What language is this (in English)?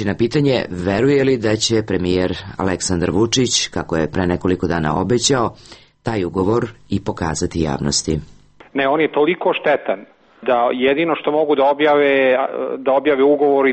Serbian